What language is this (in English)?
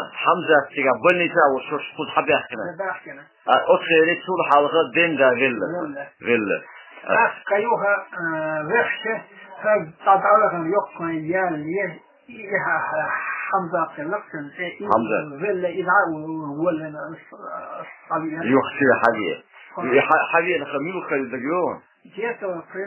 Chechen